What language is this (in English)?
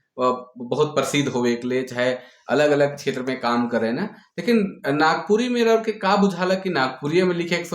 Sadri